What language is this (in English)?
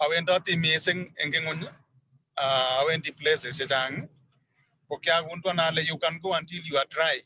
Kalenjin